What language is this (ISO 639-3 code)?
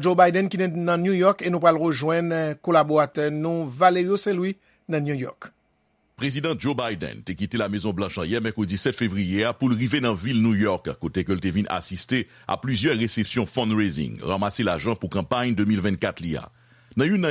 hat